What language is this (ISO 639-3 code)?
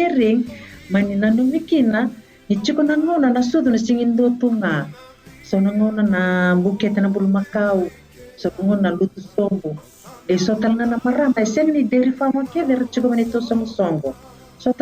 fij